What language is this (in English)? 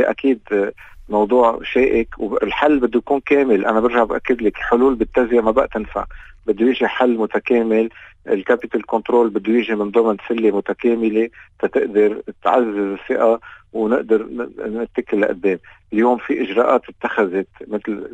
North Levantine Arabic